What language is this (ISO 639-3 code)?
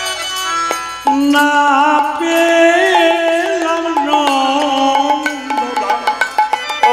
ben